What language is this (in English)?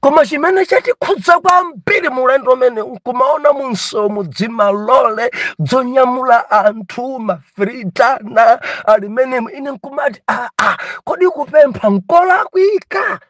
Nyanja